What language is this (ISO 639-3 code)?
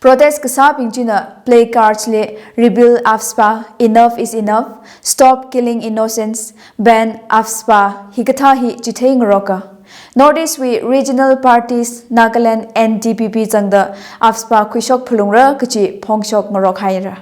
nmf